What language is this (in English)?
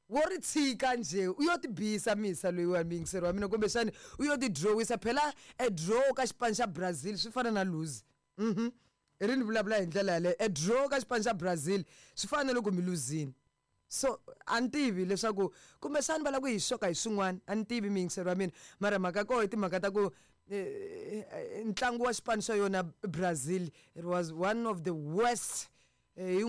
Tsonga